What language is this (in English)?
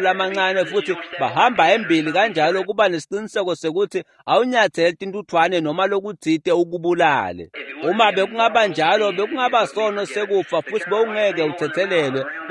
Swati